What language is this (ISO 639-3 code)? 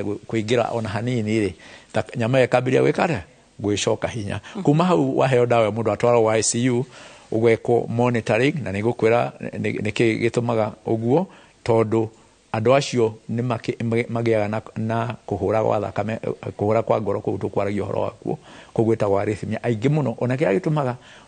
kik